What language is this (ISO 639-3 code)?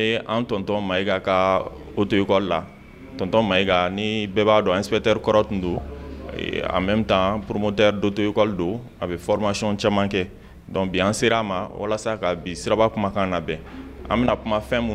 bam